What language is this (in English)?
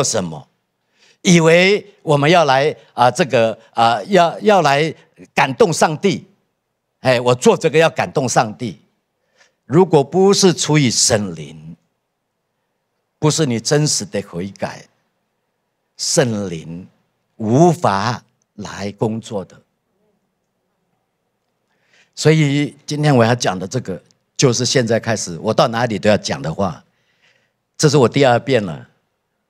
Chinese